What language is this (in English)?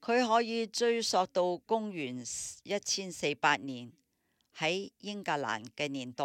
Cantonese